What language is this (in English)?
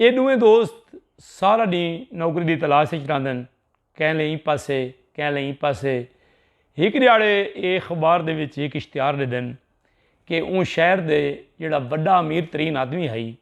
Saraiki